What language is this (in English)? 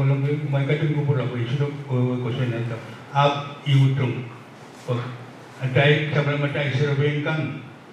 Pohnpeian